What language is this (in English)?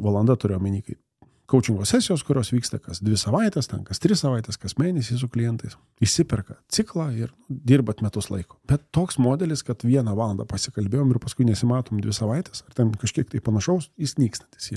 Lithuanian